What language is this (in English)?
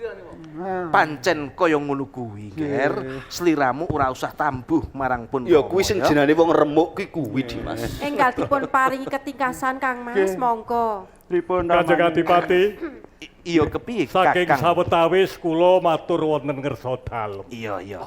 Javanese